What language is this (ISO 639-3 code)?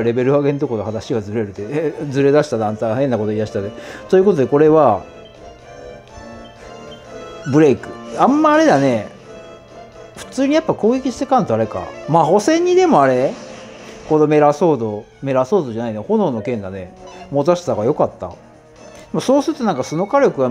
jpn